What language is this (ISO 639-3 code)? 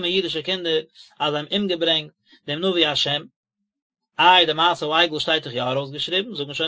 yid